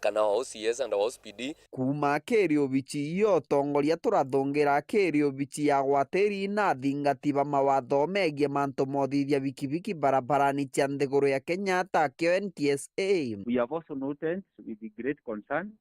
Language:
Meru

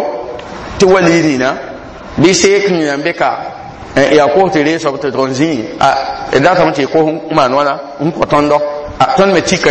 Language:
Mossi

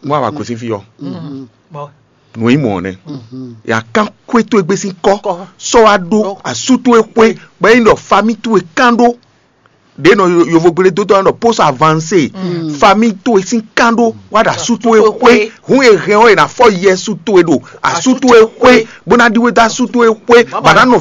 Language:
Fon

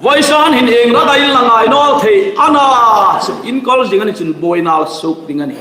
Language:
Hmar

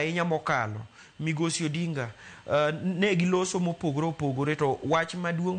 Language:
Luo (Kenya and Tanzania)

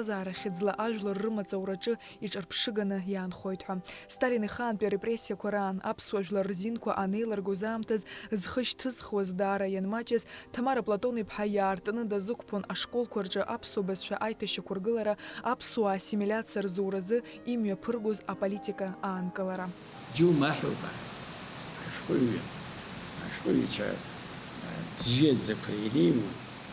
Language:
Abkhazian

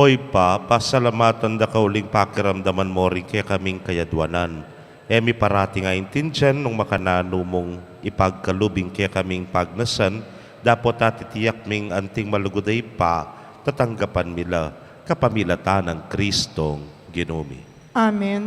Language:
Pampanga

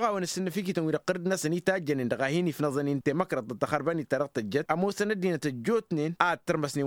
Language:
Tamasheq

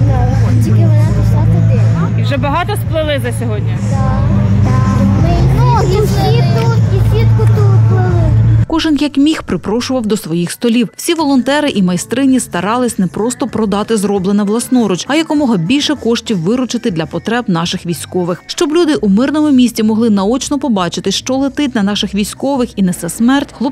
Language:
Ukrainian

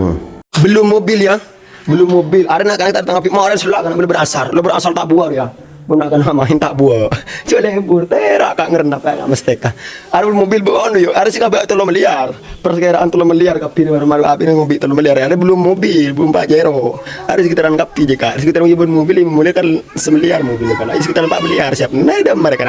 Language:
Madurese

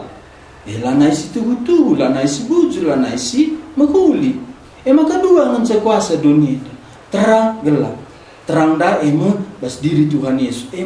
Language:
Batak Karo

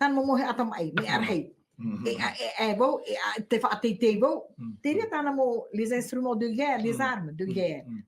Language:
Tahitian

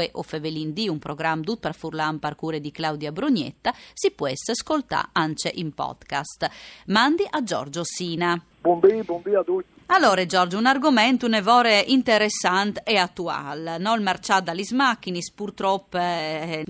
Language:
Friulian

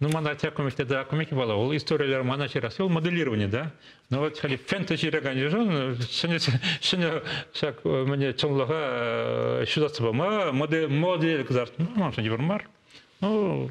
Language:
Chuvash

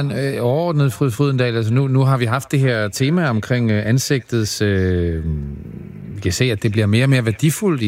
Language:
Danish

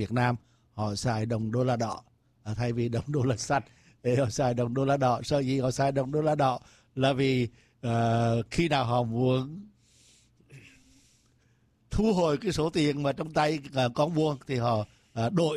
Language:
Vietnamese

